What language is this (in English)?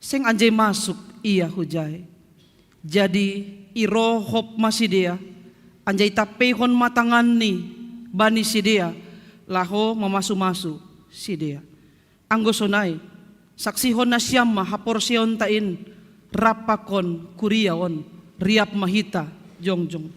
Batak Simalungun